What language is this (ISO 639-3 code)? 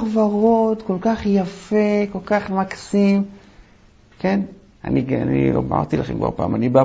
heb